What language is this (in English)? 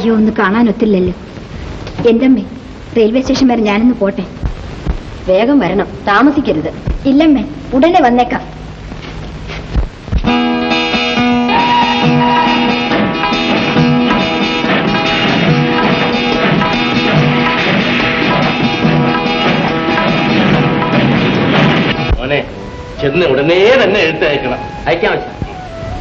Malayalam